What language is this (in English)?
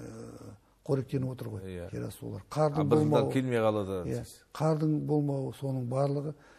Kazakh